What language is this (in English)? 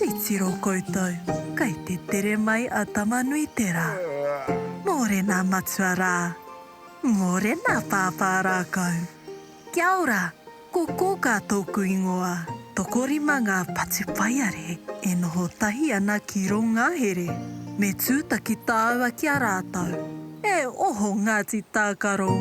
Māori